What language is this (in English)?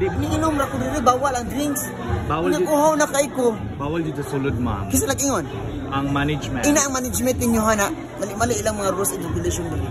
Cebuano